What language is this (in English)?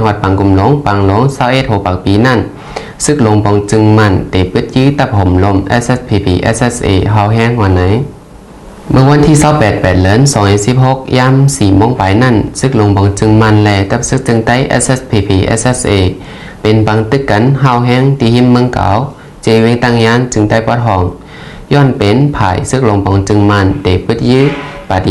Shan